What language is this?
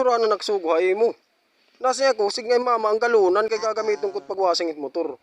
Waray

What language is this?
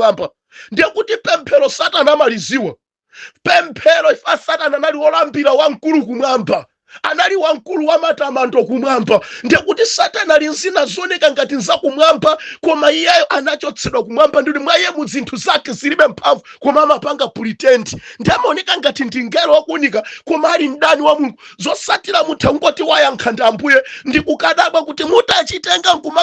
Nyanja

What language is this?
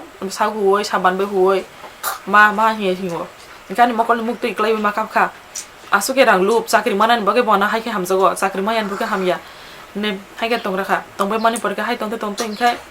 Kok Borok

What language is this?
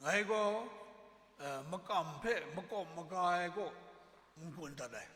Kachin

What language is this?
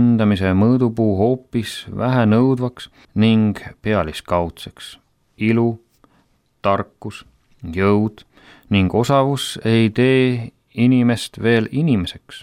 Estonian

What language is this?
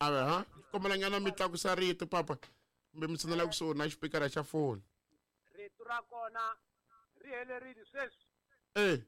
Tsonga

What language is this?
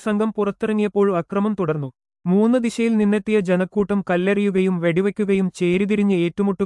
Malayalam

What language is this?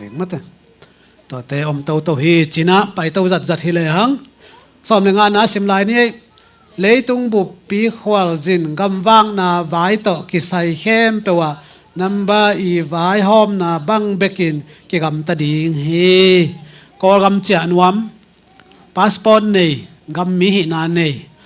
Tedim Chin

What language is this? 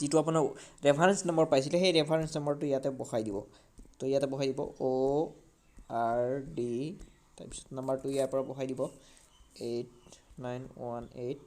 Assamese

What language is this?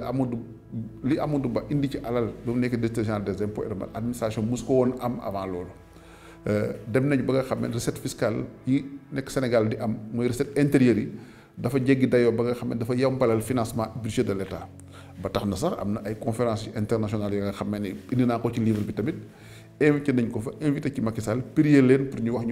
Wolof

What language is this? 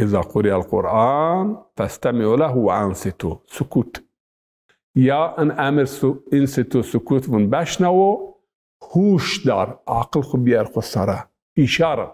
Zaza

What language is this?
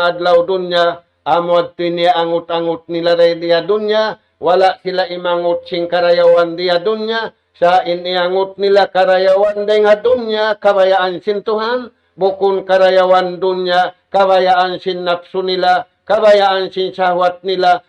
Tausug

